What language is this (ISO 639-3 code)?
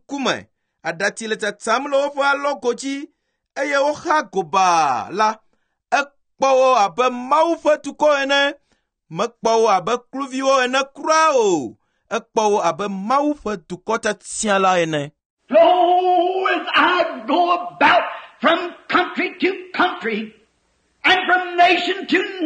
ewe